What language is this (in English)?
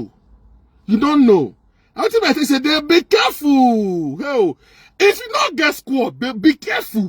Nigerian Pidgin